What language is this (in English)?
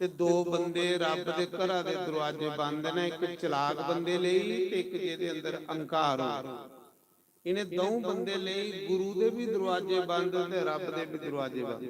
Dogri